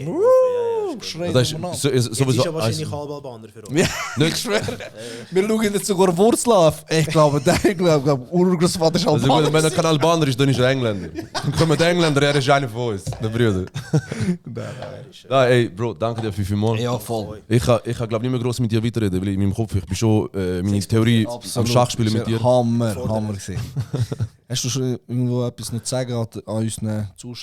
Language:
Swiss German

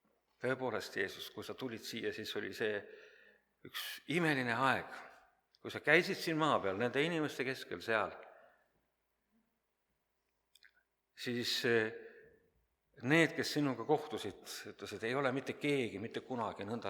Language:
Estonian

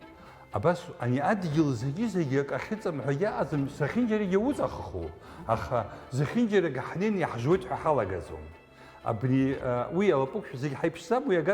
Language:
Abkhazian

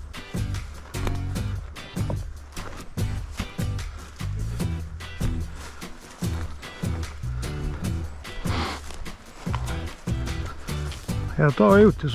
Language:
Swedish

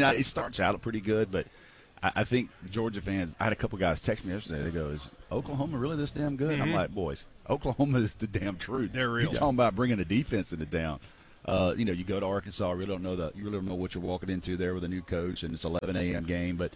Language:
English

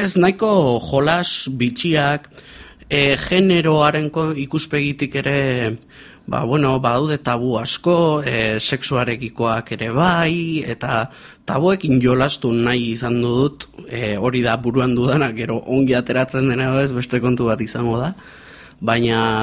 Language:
Basque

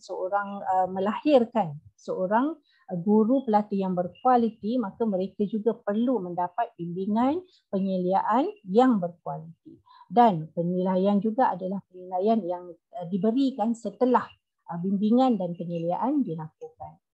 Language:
Malay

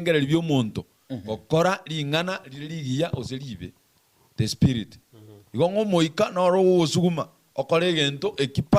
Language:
Gusii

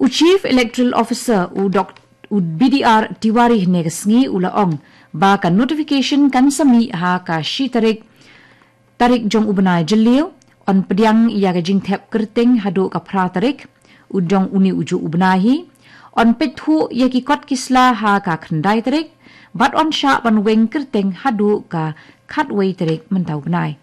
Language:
Khasi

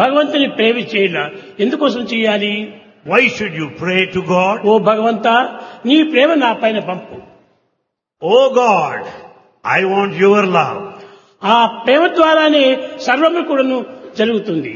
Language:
Telugu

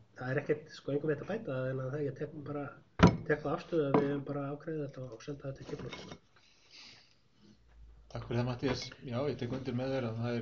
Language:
Icelandic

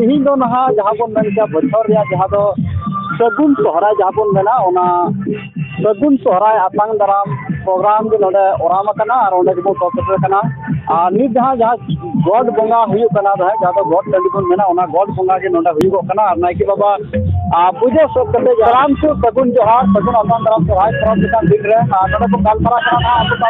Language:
Santali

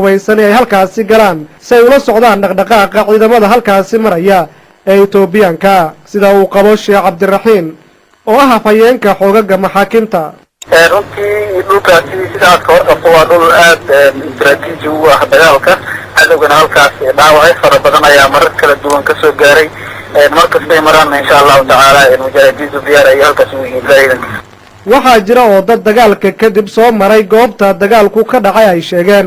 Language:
Somali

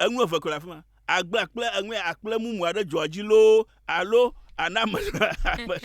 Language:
Ewe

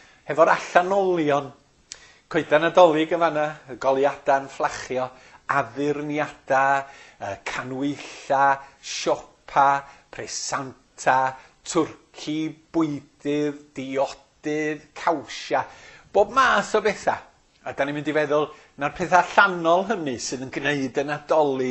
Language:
Welsh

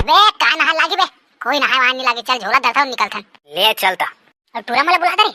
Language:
Chhattisgarhi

